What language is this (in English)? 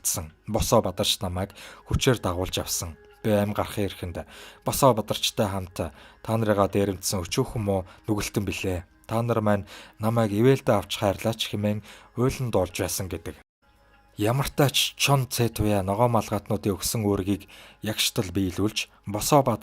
Mongolian